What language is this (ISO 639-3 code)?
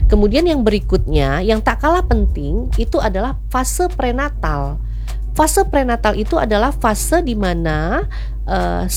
ind